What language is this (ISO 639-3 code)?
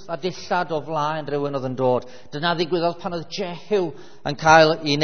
cym